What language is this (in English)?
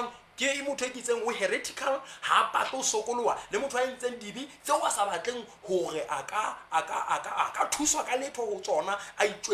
Southern Sotho